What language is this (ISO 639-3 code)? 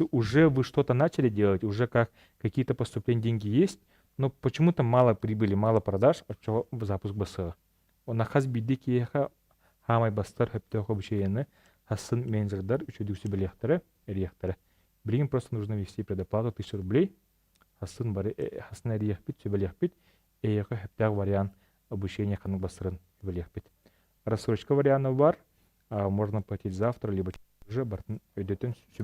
sah